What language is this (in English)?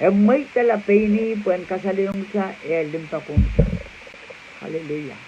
Pohnpeian